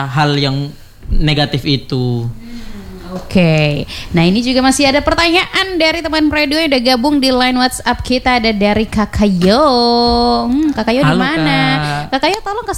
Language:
Indonesian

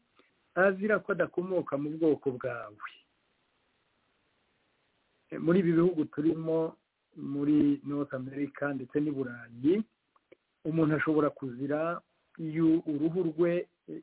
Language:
Kinyarwanda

